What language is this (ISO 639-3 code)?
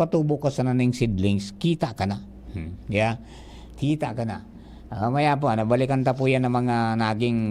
bik